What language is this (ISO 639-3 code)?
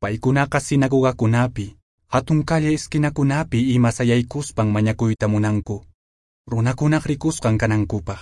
que